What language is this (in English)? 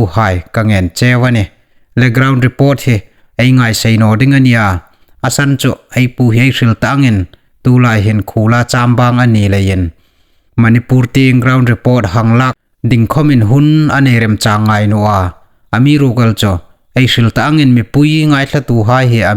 Hmar